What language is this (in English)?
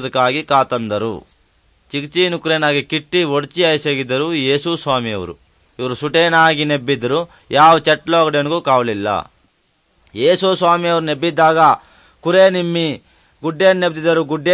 Kannada